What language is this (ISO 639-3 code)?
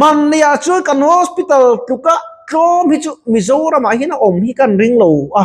lus